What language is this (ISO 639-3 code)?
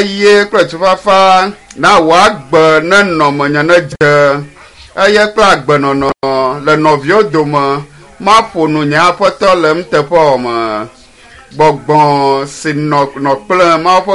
ewe